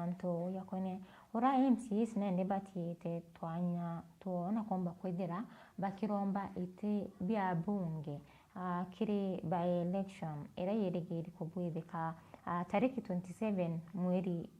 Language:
Meru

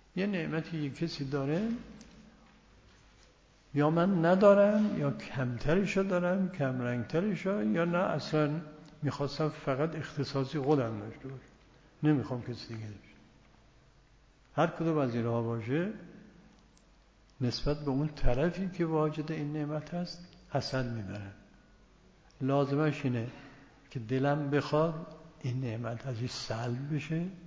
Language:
Persian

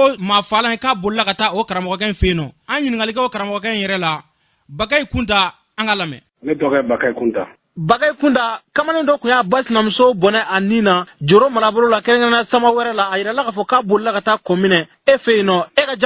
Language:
Bambara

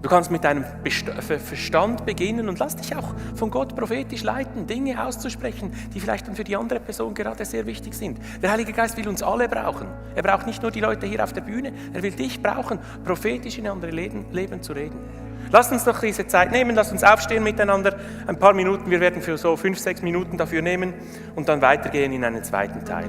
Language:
Swiss German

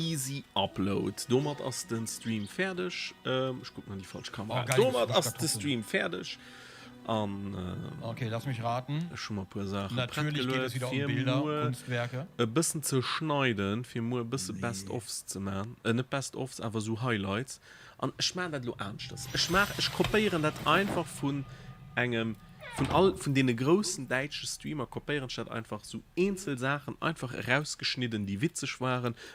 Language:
Luxembourgish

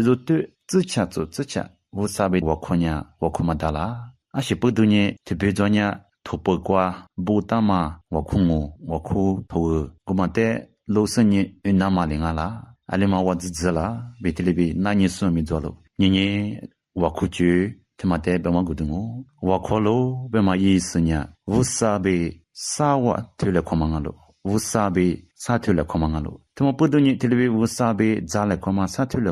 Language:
Lisu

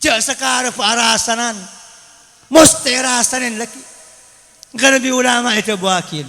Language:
Madurese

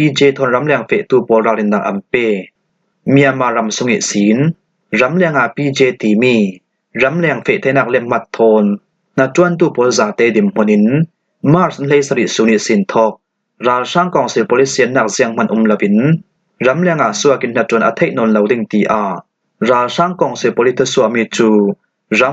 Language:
Falam Chin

